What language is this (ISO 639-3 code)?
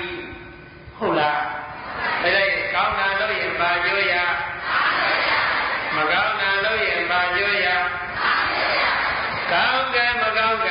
mya